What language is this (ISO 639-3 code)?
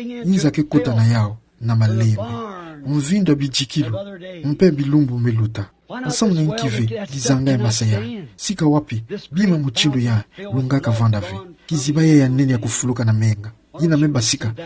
ktu